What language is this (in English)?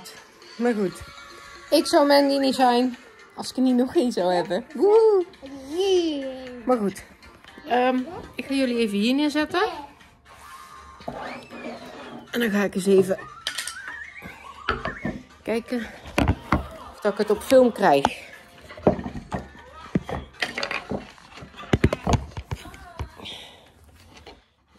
Dutch